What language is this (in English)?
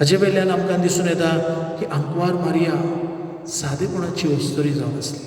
Konkani